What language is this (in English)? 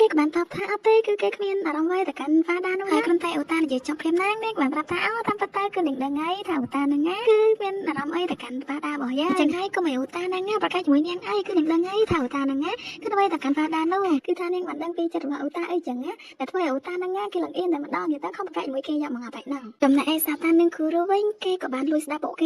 Khmer